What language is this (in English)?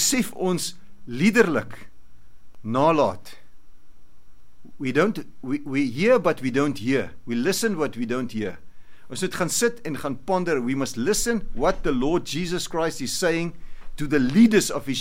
Afrikaans